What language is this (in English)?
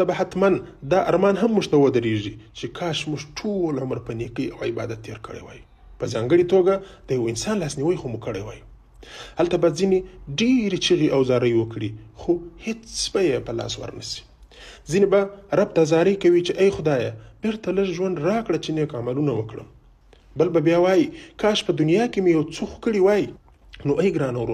Pashto